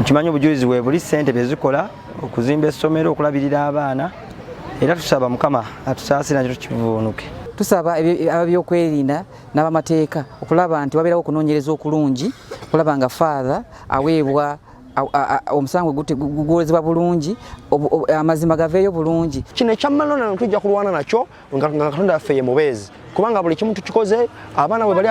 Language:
Ganda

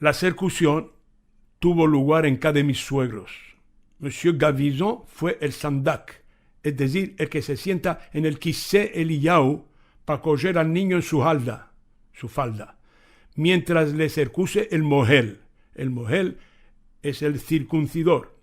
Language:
Ladino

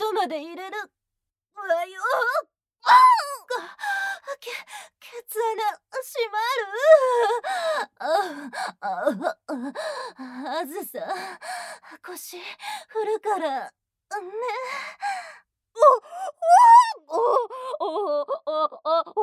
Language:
Japanese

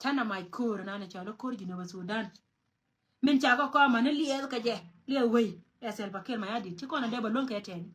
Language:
Nuer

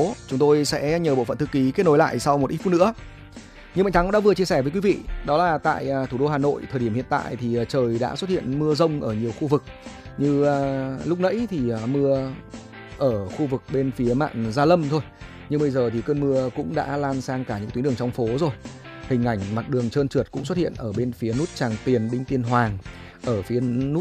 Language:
Vietnamese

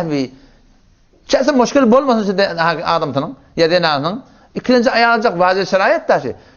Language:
Turkmen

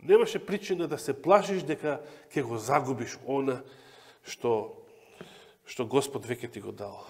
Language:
Macedonian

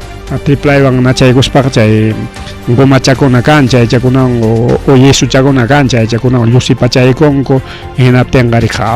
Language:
Ayacucho Quechua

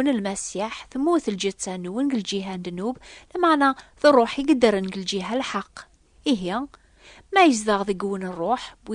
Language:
Kabyle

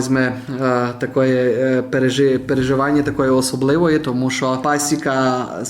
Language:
Rusyn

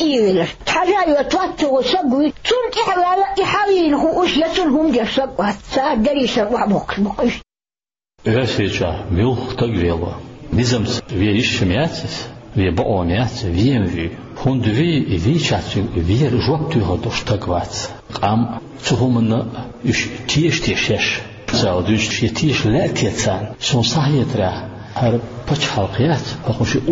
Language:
Chechen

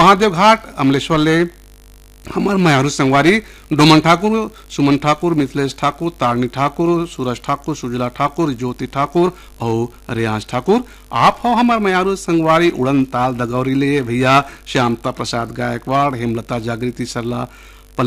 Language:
Chhattisgarhi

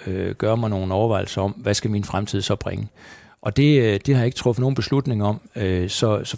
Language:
Danish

